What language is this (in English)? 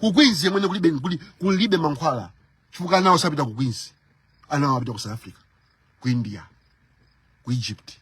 Nyanja